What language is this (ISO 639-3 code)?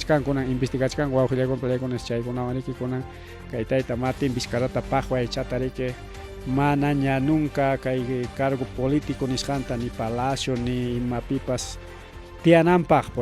quy